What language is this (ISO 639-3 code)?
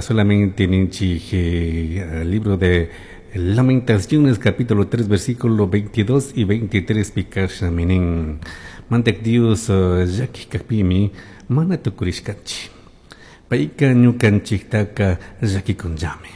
qug